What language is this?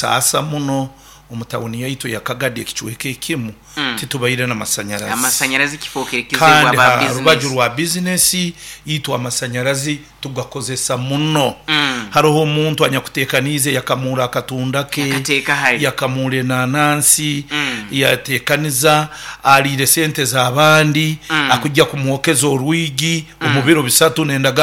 Nyoro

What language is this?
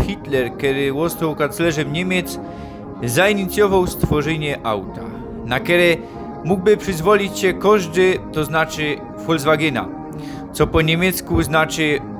Silesian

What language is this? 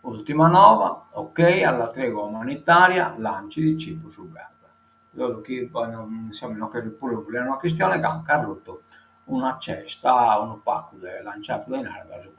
Sardinian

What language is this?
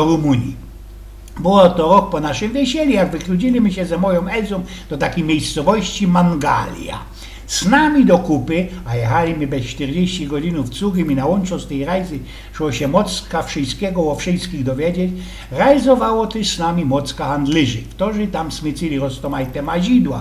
Silesian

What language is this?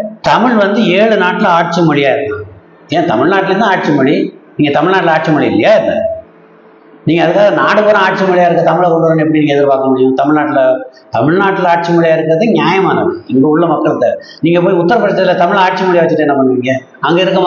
Tamil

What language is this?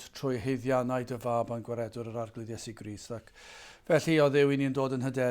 Welsh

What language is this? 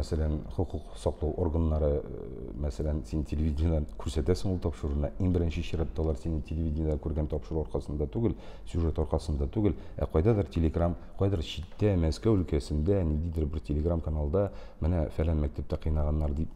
Tatar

